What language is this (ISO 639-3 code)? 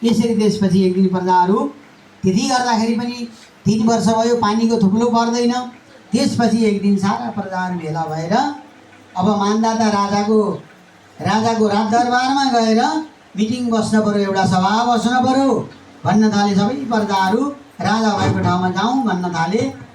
nep